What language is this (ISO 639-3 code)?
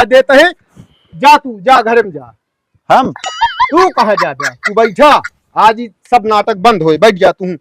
awa